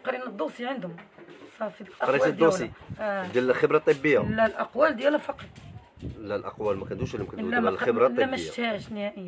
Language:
Moroccan Arabic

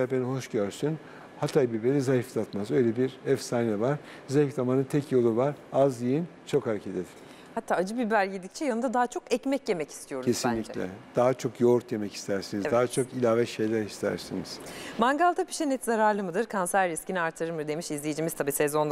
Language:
Turkish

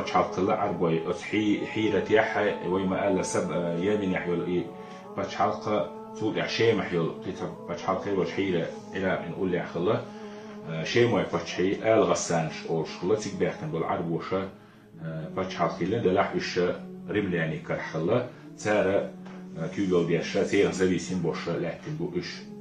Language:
Chechen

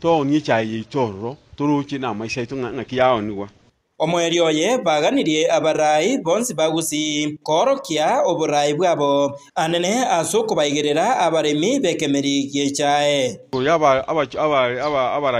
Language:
Gusii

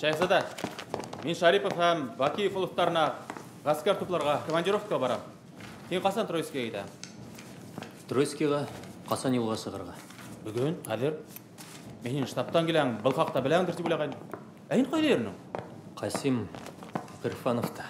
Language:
Bashkir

